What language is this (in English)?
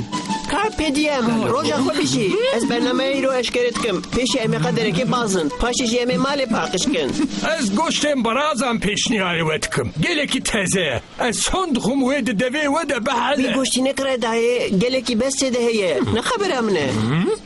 Kurdish